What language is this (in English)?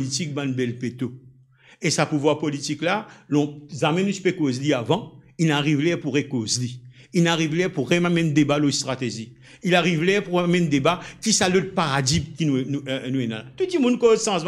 Morisyen